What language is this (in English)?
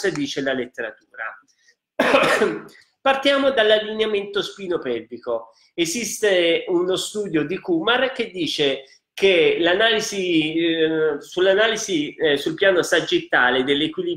Italian